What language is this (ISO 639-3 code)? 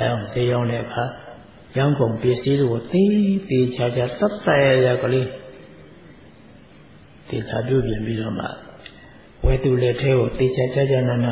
mya